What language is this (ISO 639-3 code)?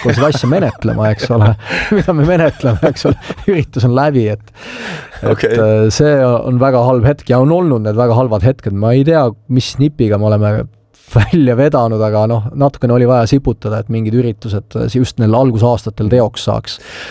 est